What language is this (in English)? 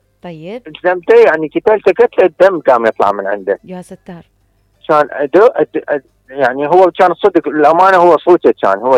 Mesopotamian Arabic